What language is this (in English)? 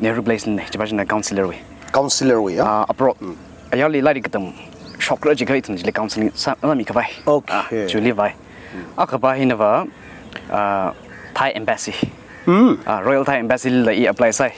Tangkhul Naga (India)